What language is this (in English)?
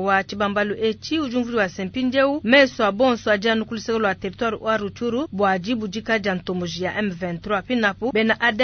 Luba-Lulua